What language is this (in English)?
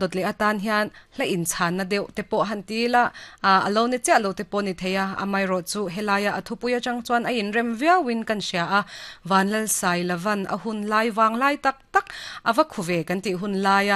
Mizo